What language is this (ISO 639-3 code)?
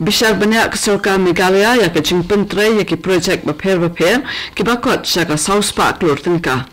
kha